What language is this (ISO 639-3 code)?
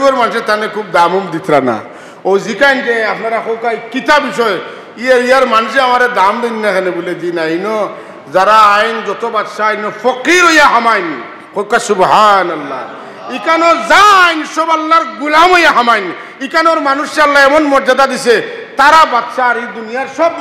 syl